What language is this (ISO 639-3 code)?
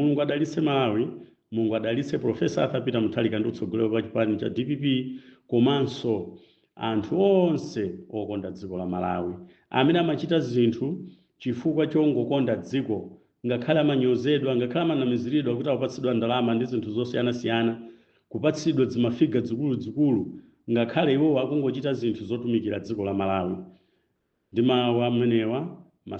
nya